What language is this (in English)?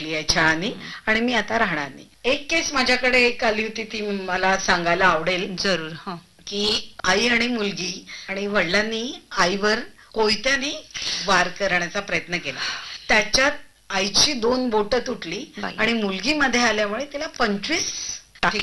Marathi